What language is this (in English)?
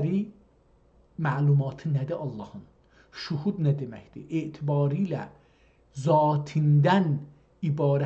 South Azerbaijani